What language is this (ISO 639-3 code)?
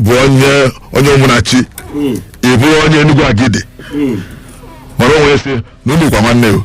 ibo